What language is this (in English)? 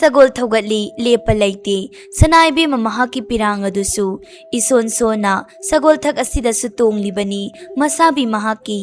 Manipuri